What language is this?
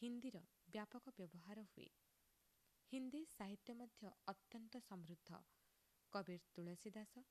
Odia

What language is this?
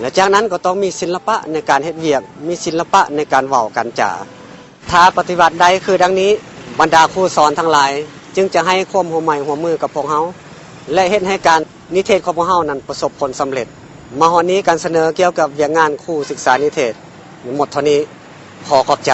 Lao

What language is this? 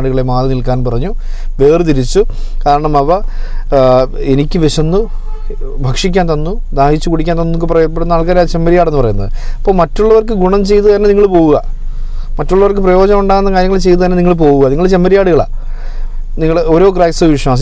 Malayalam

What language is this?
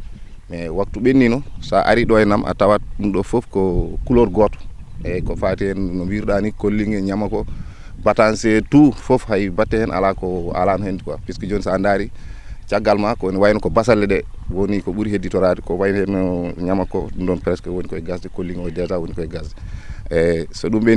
Fula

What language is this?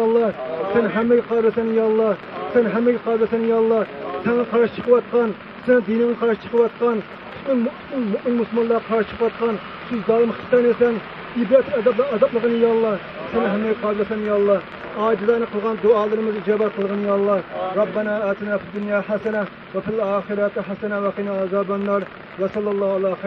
Uyghur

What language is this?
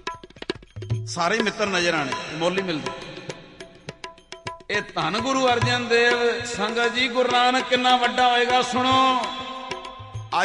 Punjabi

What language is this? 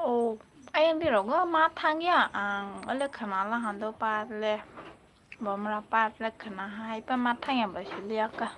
Kok Borok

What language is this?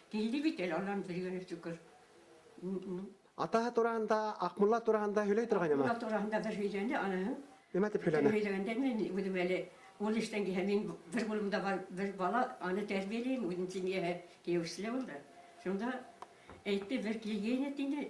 Bashkir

